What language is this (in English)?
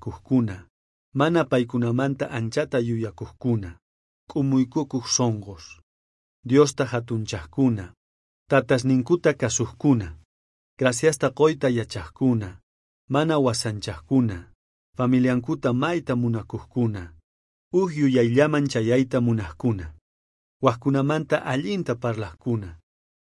South Bolivian Quechua